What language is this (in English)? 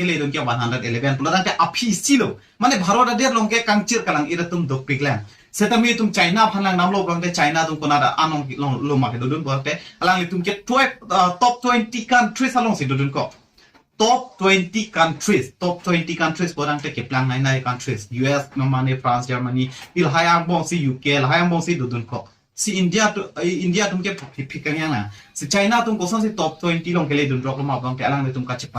Karbi